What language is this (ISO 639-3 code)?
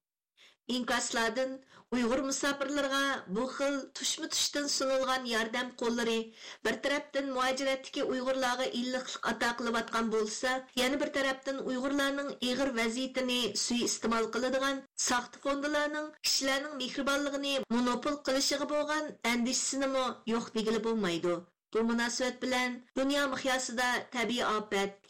uig